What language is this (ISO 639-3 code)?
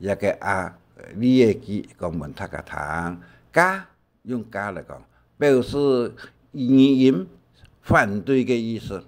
hak